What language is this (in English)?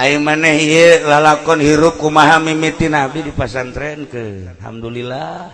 Sundanese